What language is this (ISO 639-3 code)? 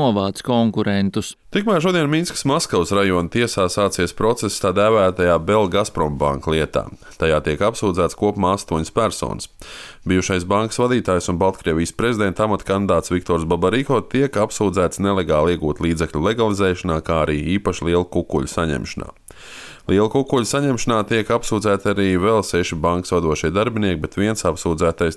lav